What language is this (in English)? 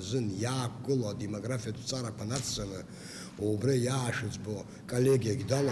Abkhazian